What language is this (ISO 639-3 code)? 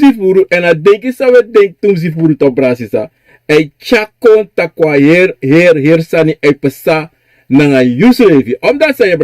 srn